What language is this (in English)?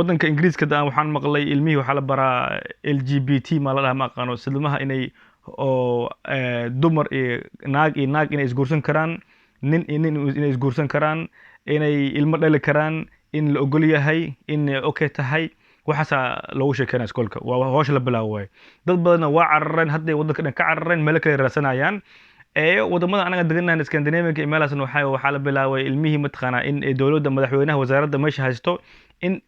Somali